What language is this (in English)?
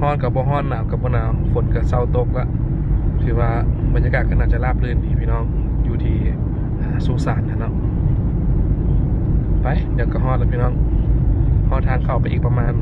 Lao